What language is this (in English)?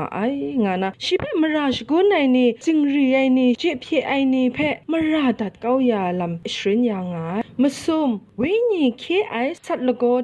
Kachin